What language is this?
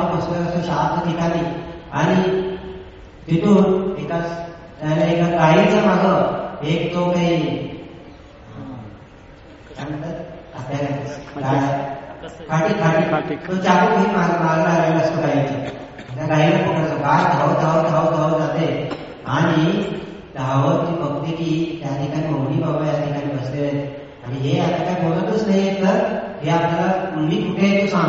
Marathi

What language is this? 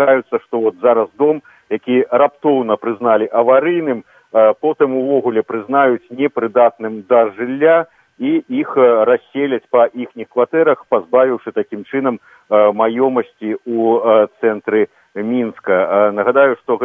Belarusian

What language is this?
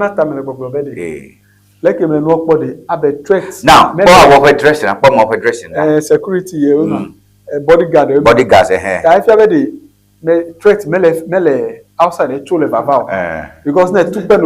Ewe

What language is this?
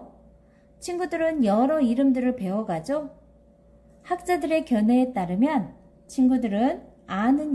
Korean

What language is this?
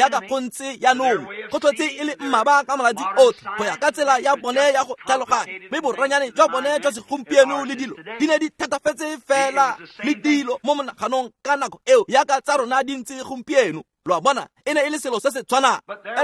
Tswana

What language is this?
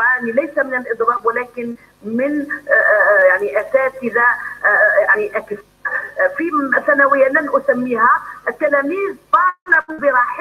Algerian Arabic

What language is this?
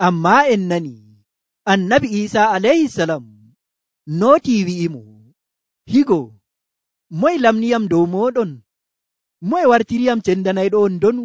Nigerian Fulfulde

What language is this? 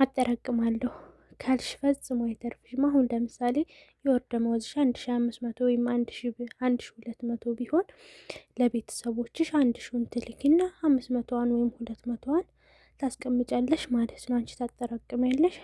Amharic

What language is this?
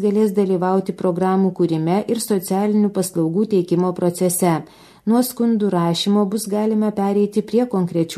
Lithuanian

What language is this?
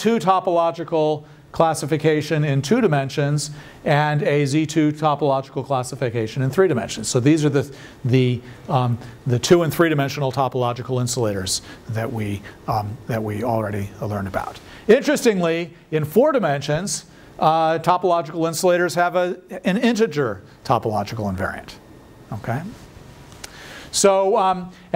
English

